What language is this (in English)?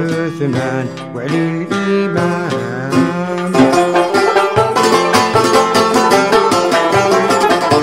Arabic